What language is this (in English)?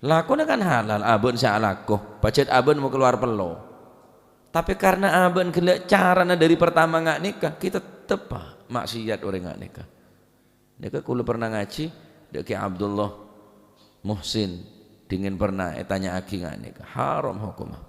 Madurese